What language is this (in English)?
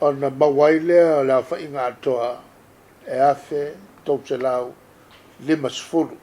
Samoan